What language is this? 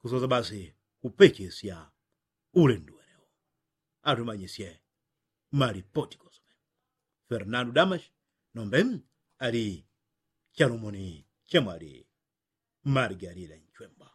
Yao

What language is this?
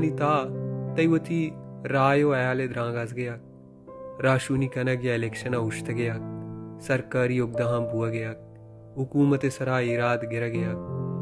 Baluchi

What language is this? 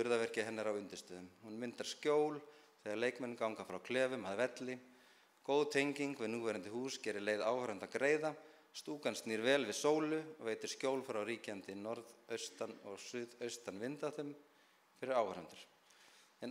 Icelandic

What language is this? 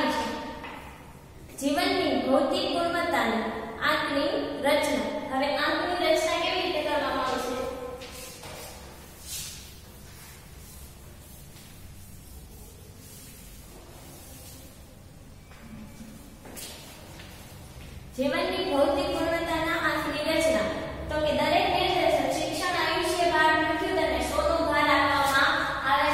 Gujarati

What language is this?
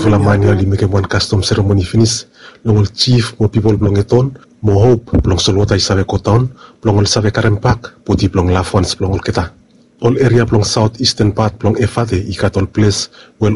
Bislama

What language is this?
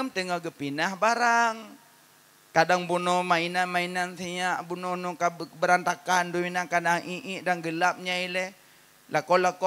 Achinese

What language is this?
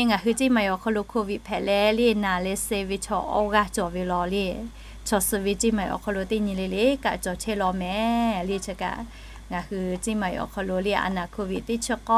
Lahu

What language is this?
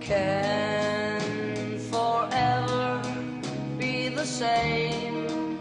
Faroese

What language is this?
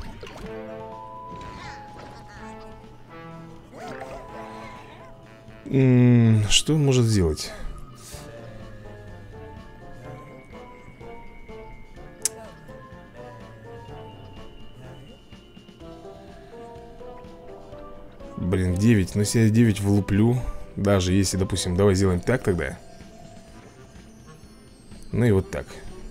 Russian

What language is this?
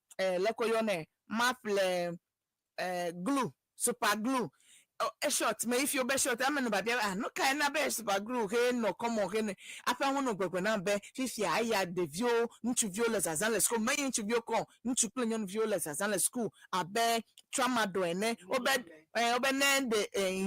Ewe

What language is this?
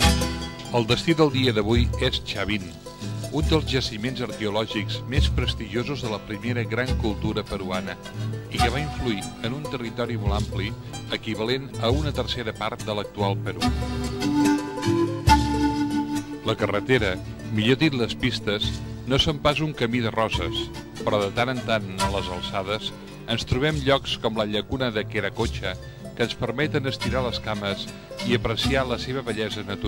Catalan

